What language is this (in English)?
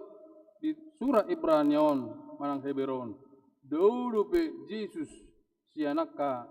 Batak Toba